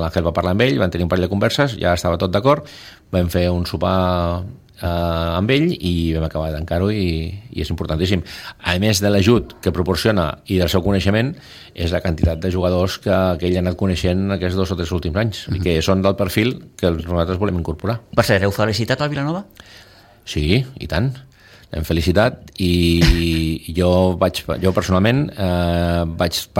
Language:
Catalan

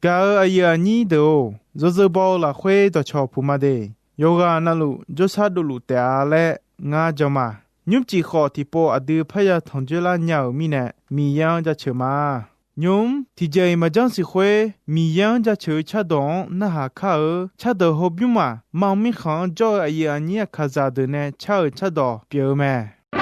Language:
Akha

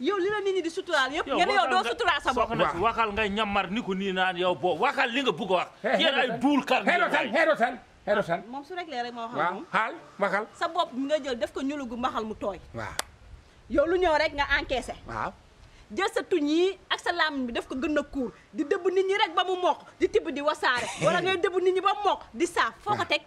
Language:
Wolof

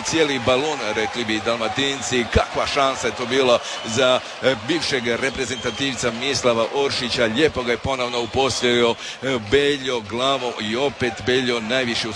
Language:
Croatian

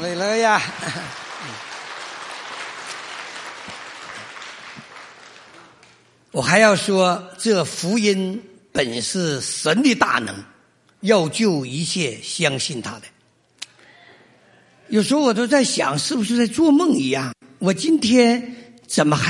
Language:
Chinese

